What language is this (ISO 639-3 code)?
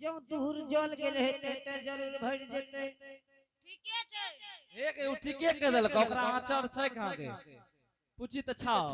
anp